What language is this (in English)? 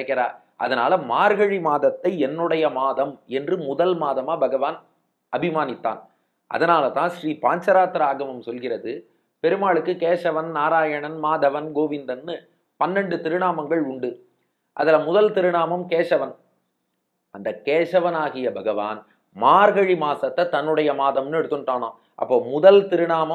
Tamil